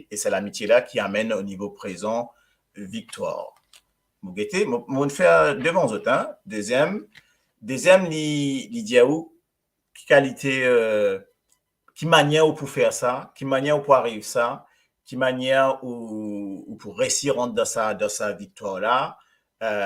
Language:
Morisyen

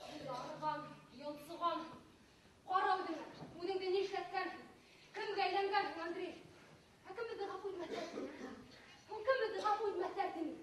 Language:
Bashkir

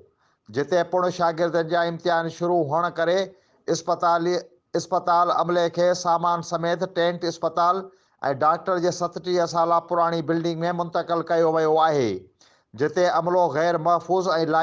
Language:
Sindhi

